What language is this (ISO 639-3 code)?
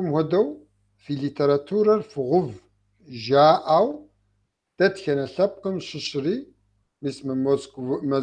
kbd